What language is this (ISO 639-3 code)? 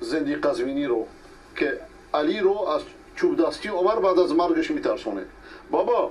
fas